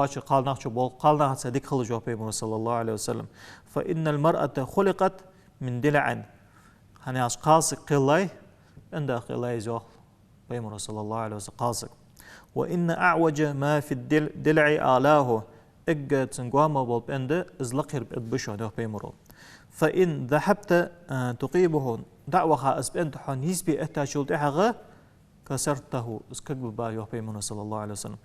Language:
Ingush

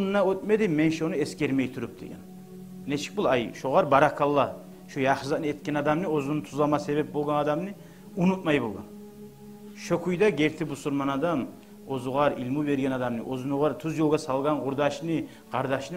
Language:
Kumyk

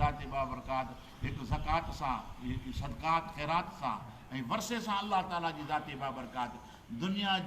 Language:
Sindhi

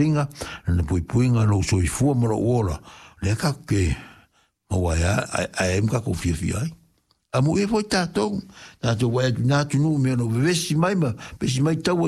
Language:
Samoan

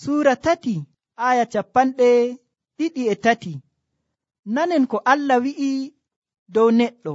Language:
Nigerian Fulfulde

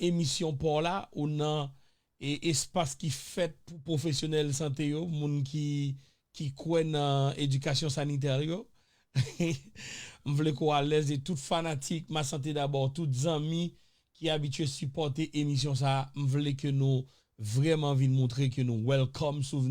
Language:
Haitian Creole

